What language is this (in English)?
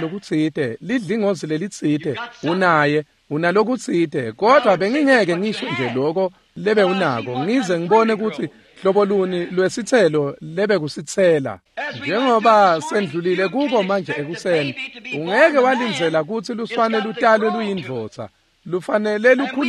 Swati